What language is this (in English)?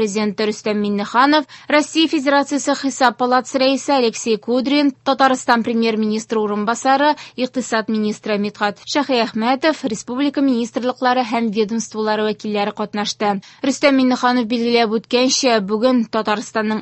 Tatar